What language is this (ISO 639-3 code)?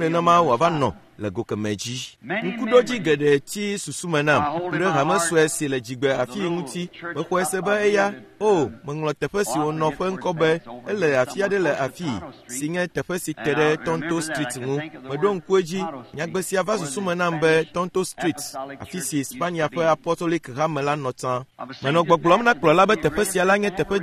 ewe